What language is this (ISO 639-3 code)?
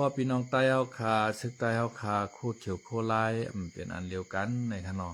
shn